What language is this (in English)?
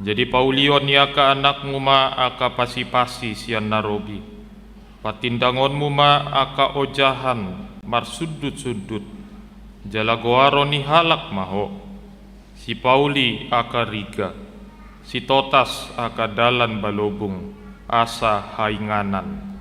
Batak Toba